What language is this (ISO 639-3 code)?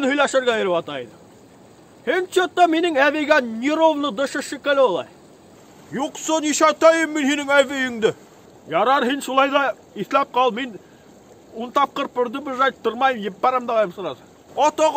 bak